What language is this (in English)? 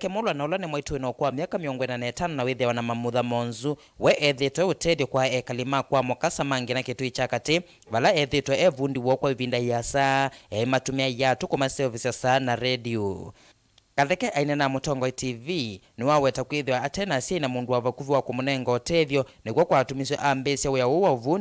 Kamba